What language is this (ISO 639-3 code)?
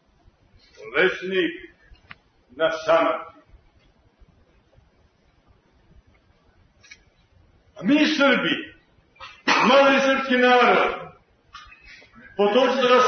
srp